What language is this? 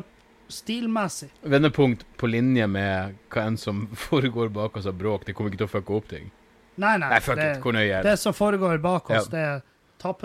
Norwegian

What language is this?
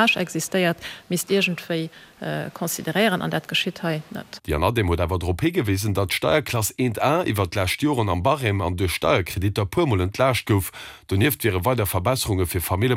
Luxembourgish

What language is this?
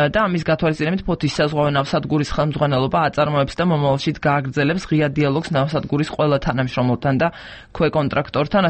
Georgian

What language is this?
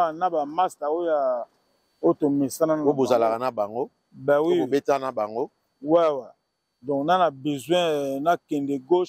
Lingala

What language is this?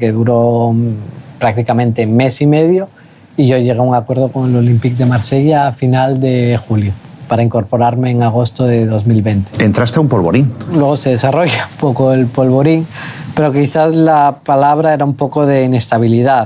Spanish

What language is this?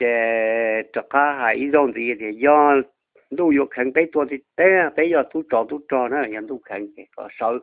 Hmong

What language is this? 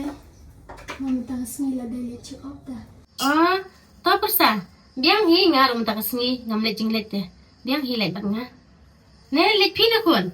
Khasi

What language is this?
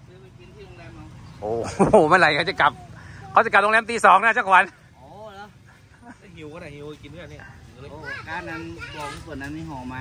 Thai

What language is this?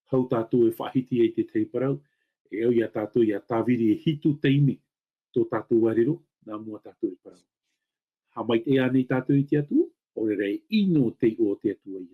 Tahitian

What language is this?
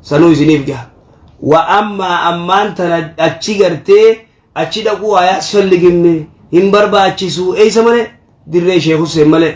Oromo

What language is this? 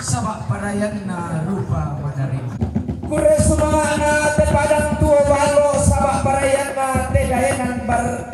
Toraja-Sa'dan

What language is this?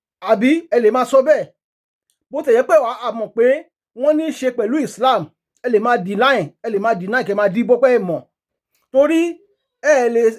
Yoruba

